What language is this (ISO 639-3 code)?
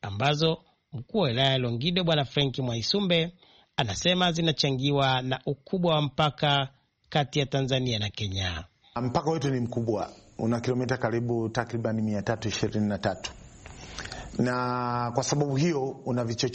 swa